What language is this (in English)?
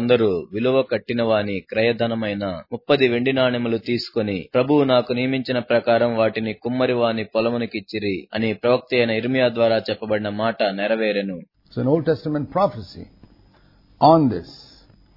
Telugu